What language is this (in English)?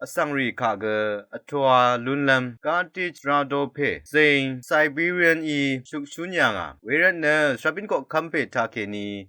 Rawang